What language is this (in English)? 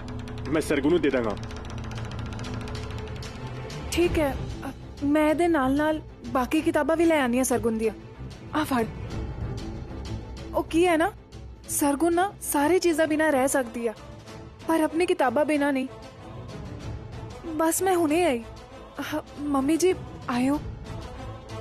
Punjabi